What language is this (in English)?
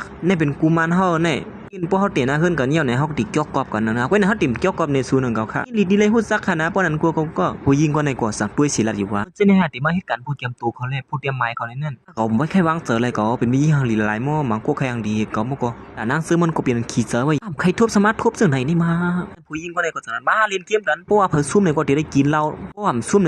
Shan